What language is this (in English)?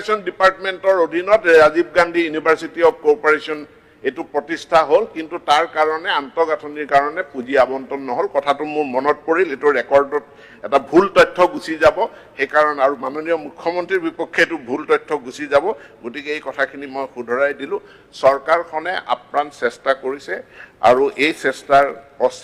Assamese